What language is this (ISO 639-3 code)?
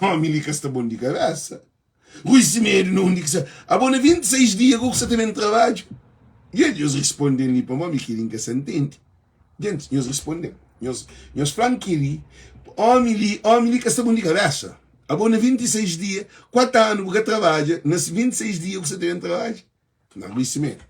kea